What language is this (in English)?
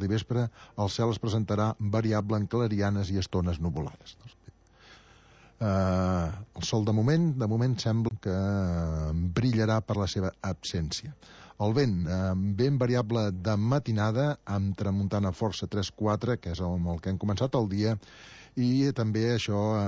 Catalan